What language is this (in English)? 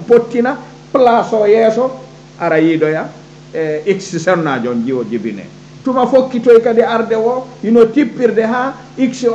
Fula